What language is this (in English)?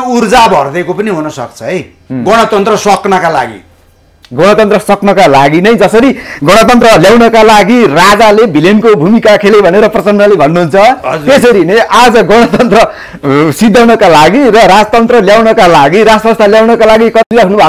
Nepali